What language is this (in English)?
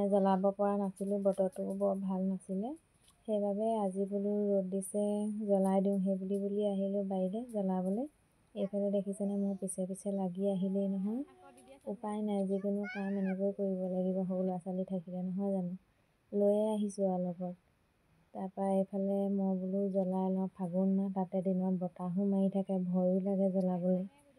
Assamese